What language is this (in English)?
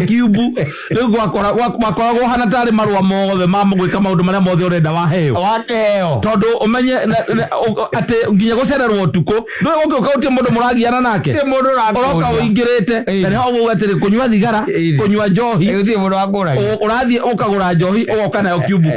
Kikuyu